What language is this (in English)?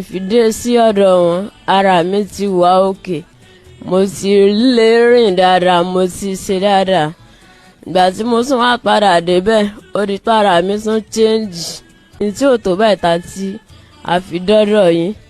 Yoruba